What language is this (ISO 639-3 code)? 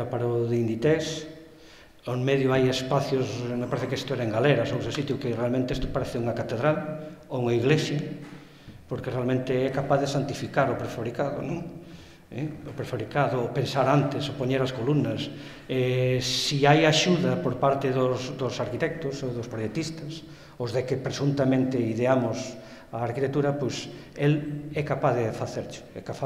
glg